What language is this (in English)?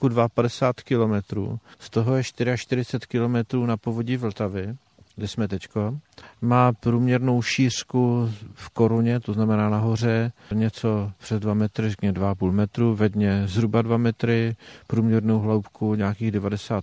Czech